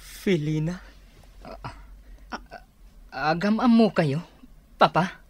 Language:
Iloko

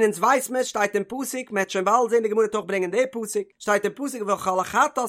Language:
Yiddish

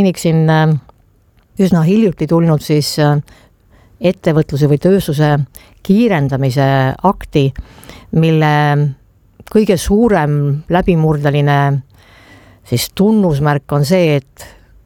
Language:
Estonian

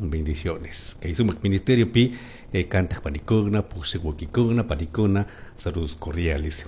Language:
Chimborazo Highland Quichua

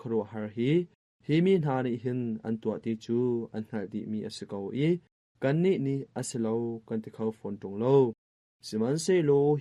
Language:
Hakha Chin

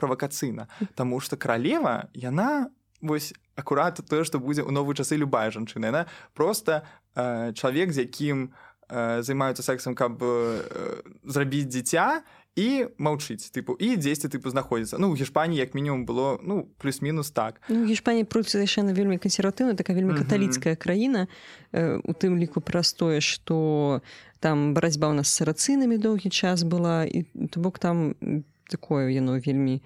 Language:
Belarusian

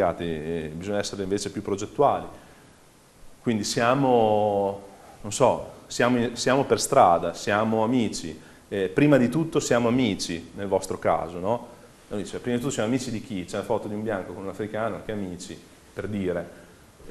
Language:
Italian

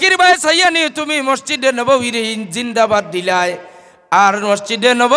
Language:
Sylheti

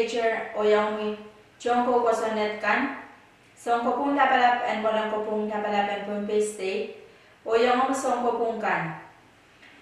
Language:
Pohnpeian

